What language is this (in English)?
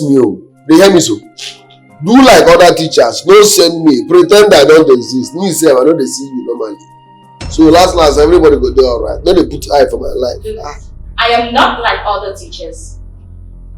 Nigerian Pidgin